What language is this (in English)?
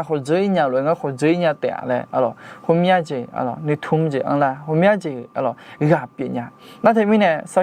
Akha